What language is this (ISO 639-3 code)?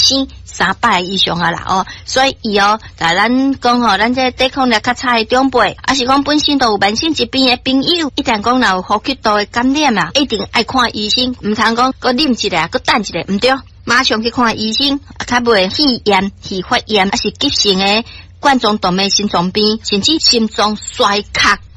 nan